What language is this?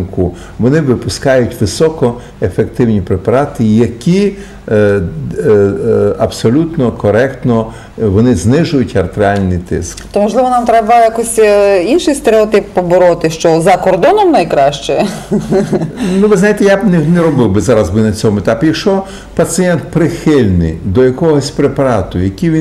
Ukrainian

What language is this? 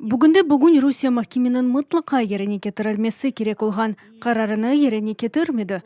Crimean Tatar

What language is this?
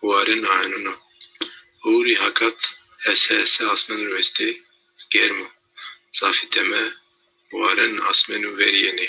Zaza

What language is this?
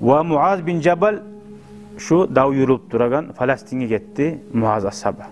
Kumyk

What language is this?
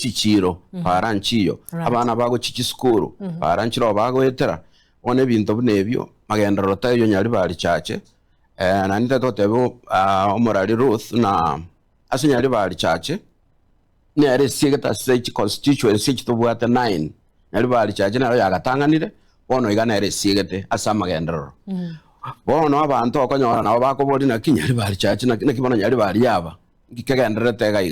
Gusii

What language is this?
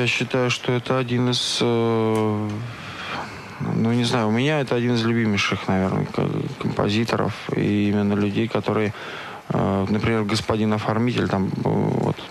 Russian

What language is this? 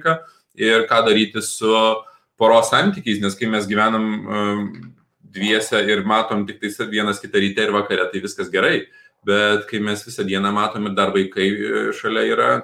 Lithuanian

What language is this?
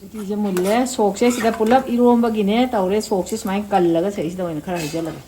Manipuri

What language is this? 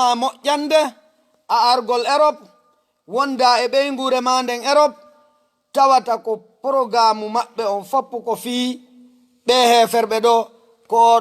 Fula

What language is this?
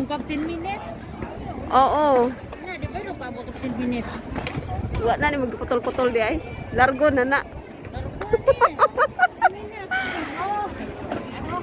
Cebuano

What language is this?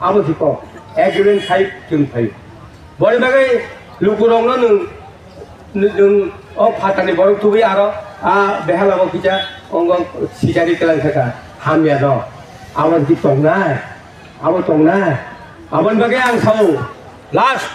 Kok Borok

